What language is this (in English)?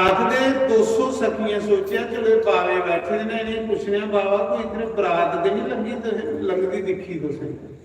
Dogri